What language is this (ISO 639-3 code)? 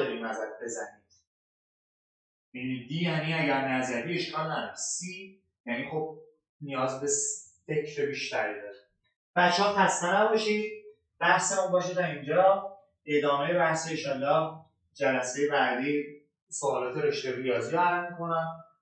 fas